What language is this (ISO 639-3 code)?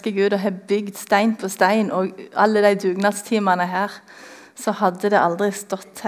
nor